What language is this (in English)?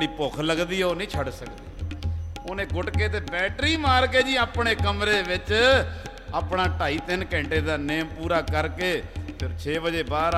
Punjabi